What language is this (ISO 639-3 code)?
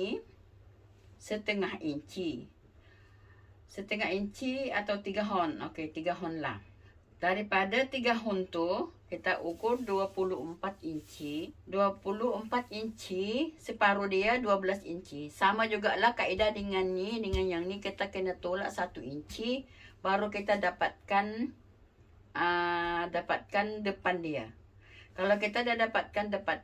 msa